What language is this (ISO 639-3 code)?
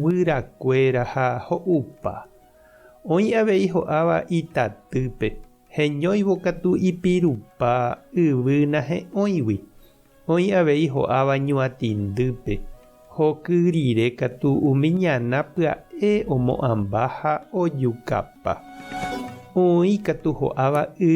grn